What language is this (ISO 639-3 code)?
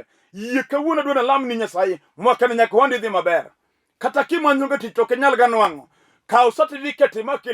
luo